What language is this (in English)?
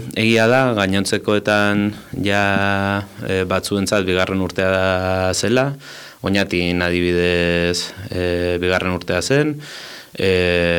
Basque